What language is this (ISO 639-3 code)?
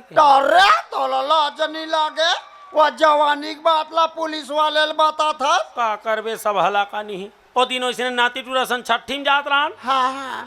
hne